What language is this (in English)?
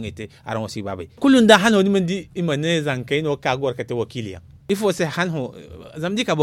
Zarma